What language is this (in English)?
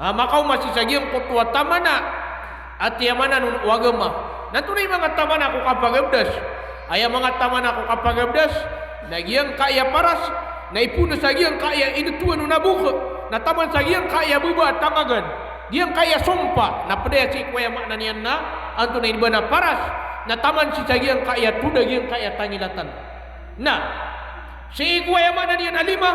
Maranao